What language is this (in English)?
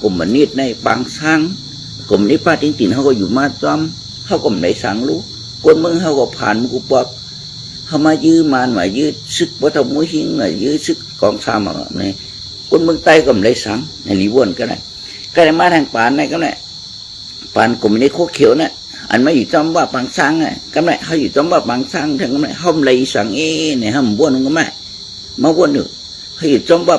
Shan